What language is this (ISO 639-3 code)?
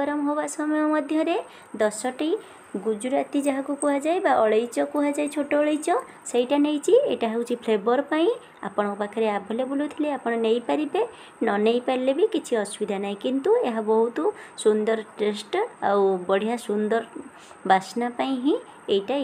ori